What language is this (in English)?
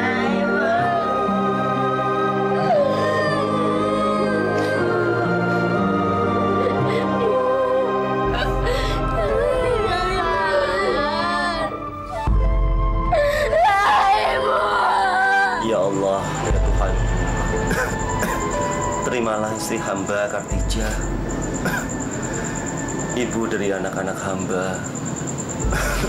Indonesian